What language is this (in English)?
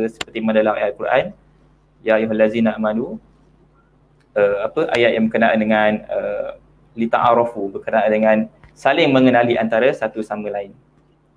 Malay